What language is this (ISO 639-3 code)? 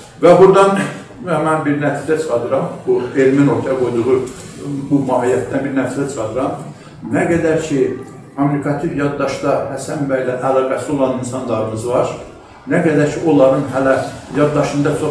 azb